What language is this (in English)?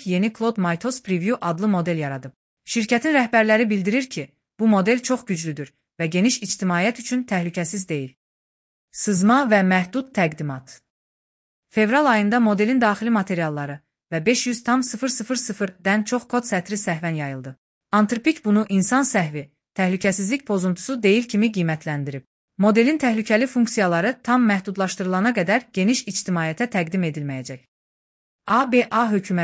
Azerbaijani